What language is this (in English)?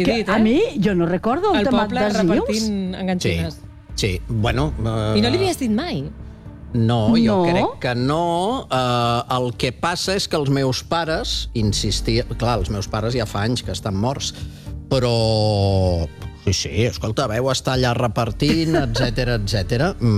Catalan